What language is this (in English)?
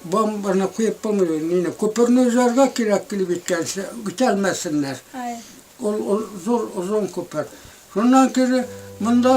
Bashkir